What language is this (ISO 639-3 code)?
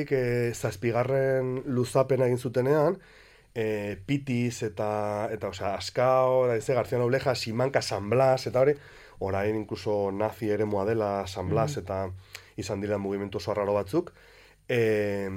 eus